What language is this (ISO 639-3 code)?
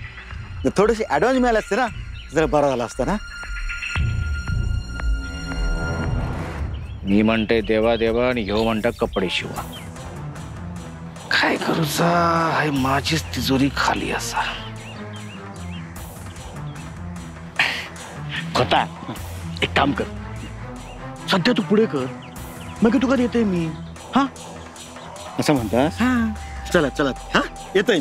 mar